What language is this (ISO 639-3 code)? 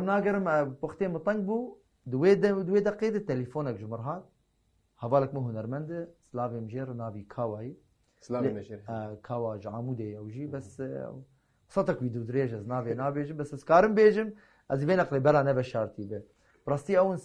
kur